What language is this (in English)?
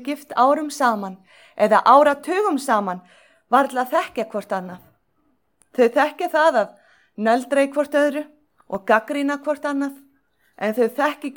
Icelandic